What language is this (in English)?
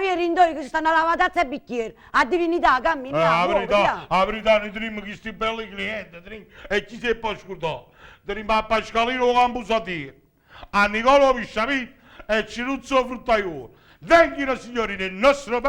Neapolitan